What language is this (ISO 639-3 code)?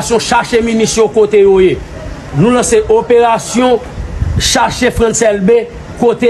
hat